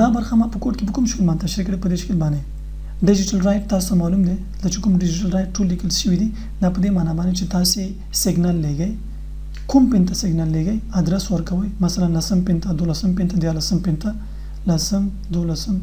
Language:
Pashto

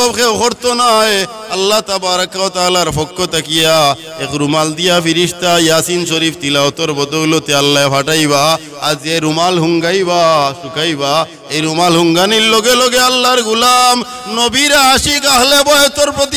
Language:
Sylheti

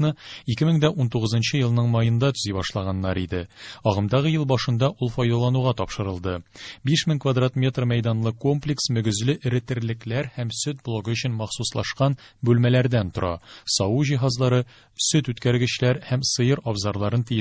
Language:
Tatar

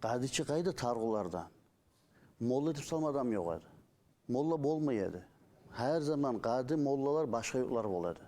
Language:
Kumyk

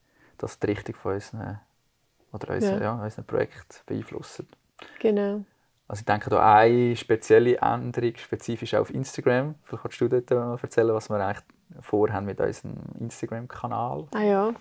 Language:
Swiss German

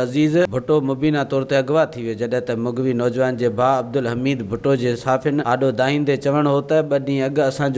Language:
Sindhi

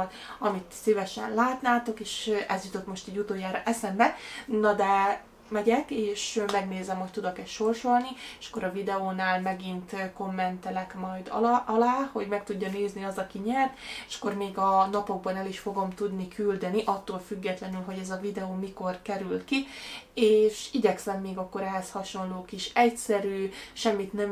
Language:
Hungarian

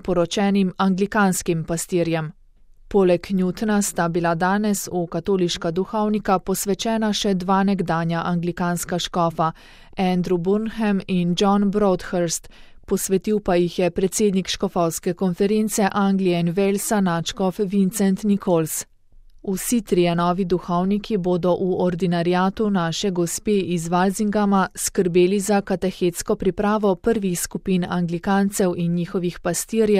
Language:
Slovenian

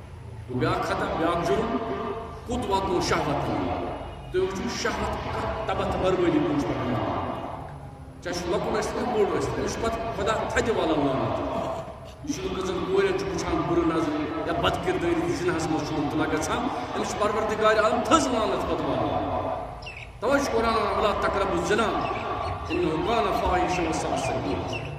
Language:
Kashmiri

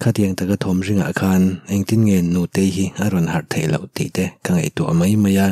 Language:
Mizo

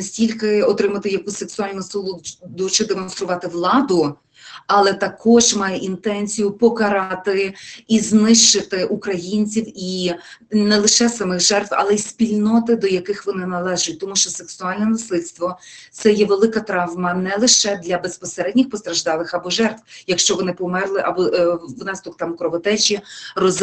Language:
Ukrainian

